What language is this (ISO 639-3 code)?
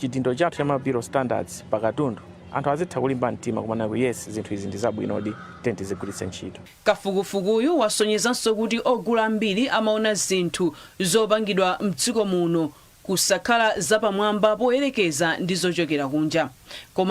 nya